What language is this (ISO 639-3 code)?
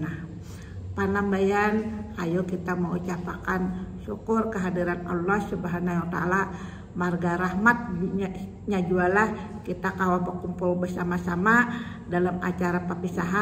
bjn